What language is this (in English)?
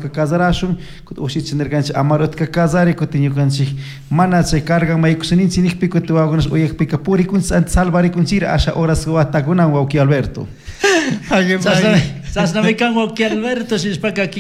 Chimborazo Highland Quichua